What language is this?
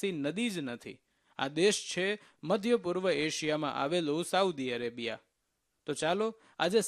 Gujarati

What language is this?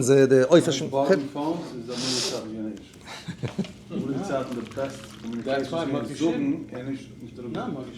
Yiddish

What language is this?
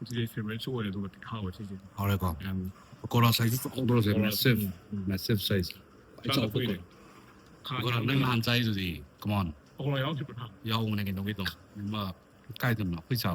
Manipuri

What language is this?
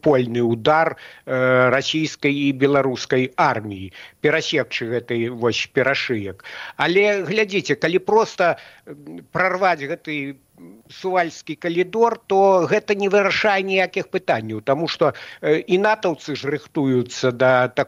Belarusian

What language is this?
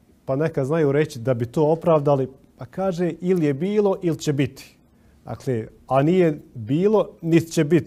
Bosnian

